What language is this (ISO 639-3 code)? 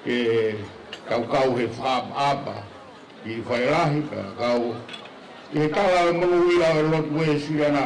ton